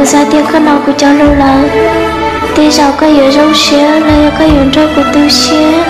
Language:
Hmong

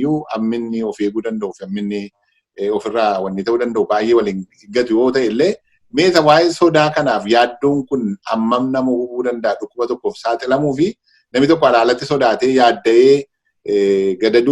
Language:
Oromo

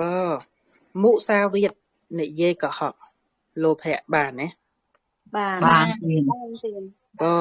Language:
Khmer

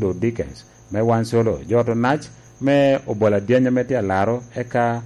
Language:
Lango (Uganda)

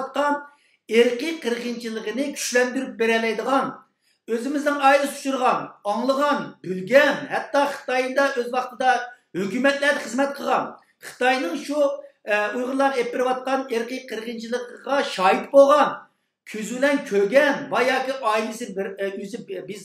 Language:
Uyghur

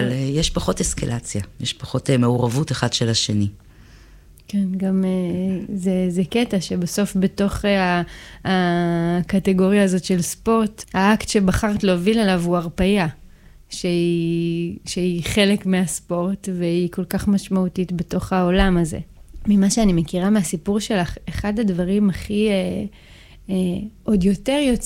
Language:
Hebrew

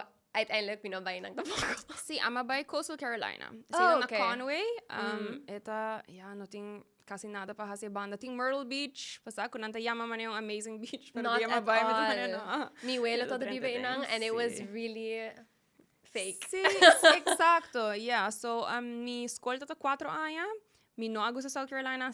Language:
Papiamento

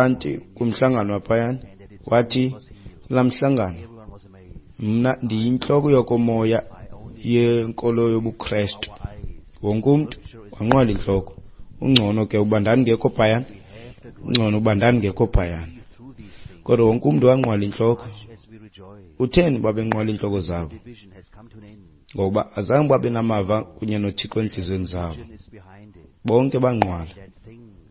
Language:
Xhosa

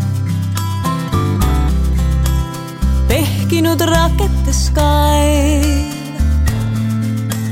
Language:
Estonian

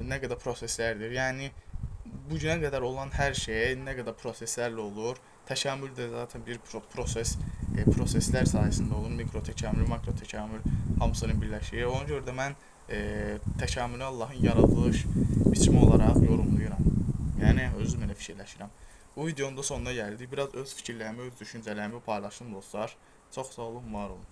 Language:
Azerbaijani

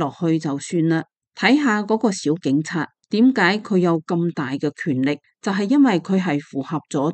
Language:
Cantonese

